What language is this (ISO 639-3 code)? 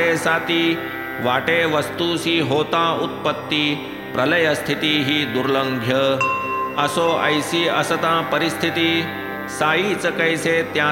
mar